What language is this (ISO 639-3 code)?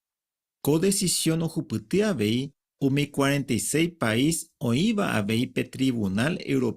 grn